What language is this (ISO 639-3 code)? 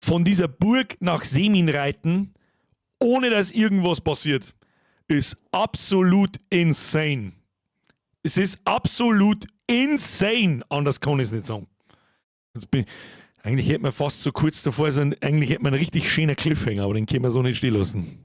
bar